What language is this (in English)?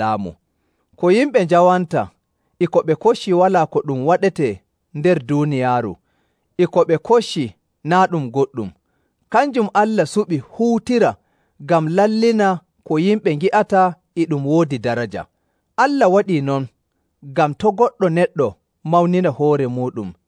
Nigerian Fulfulde